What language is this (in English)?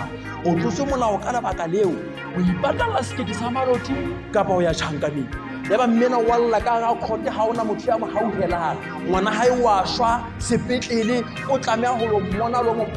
Southern Sotho